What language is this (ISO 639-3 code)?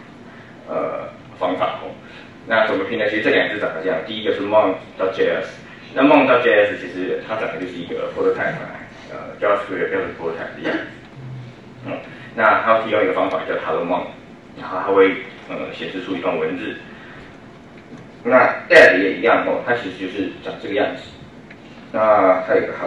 zho